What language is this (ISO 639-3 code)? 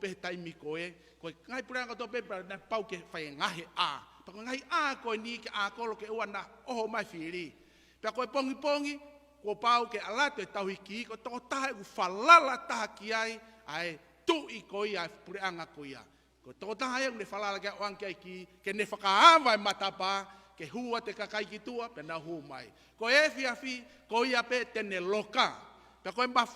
ton